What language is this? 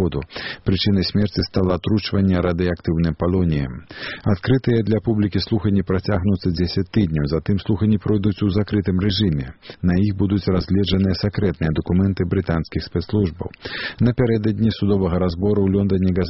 Belarusian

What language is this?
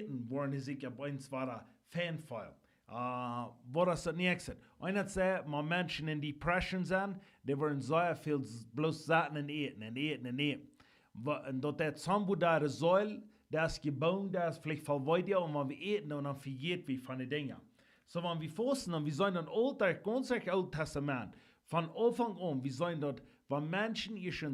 Plautdietsch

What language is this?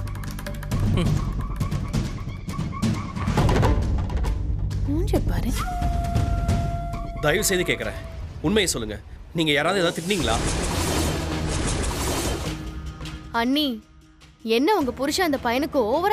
Tamil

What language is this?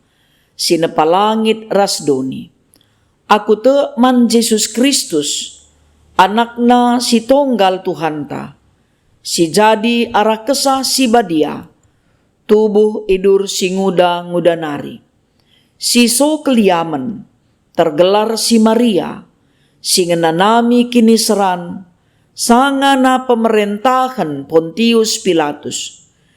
Batak Karo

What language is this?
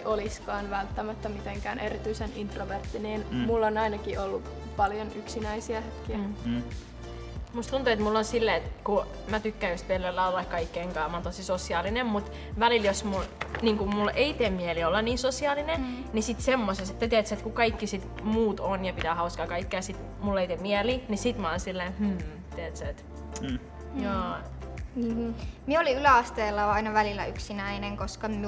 Finnish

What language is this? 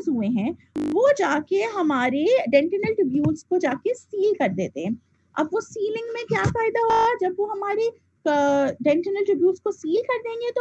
Hindi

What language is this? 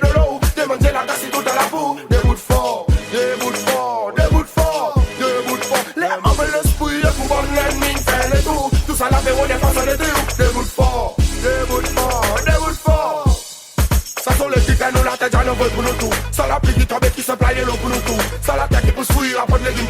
Seselwa Creole French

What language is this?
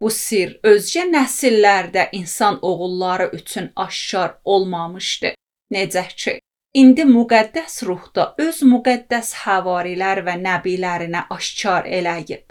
Azerbaijani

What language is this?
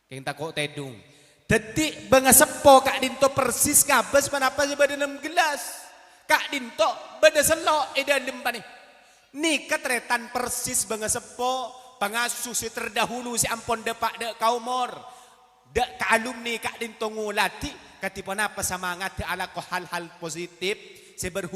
Madurese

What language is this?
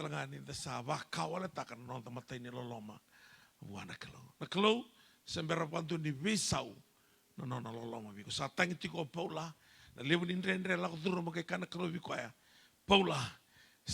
Fijian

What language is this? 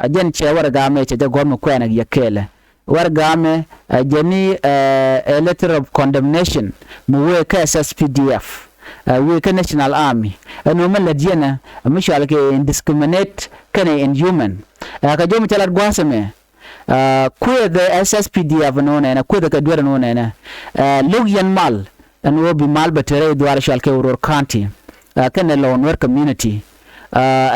Nuer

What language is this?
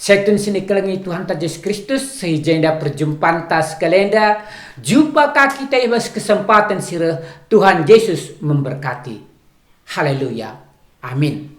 Batak Karo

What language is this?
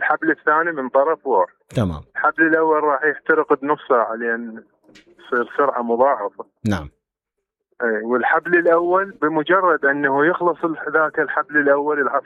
Mesopotamian Arabic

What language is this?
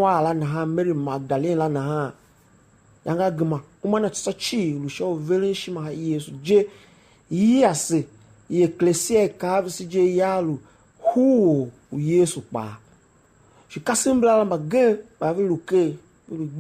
Tiv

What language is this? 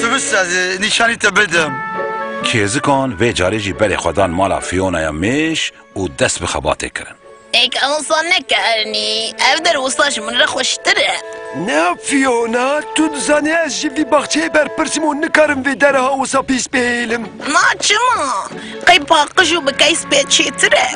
Kurdish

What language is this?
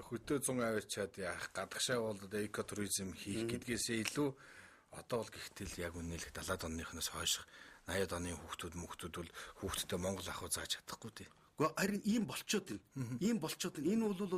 Mongolian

